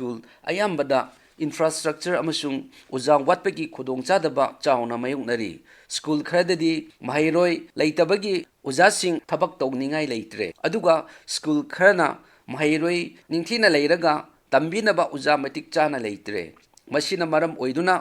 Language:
Manipuri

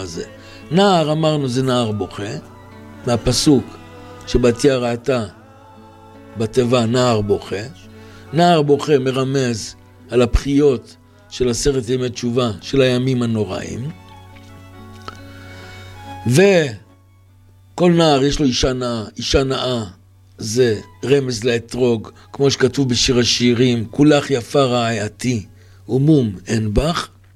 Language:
Hebrew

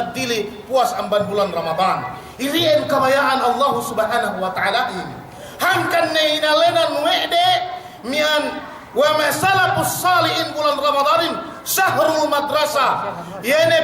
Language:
Yakan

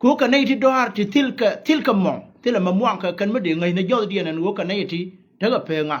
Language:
Nuer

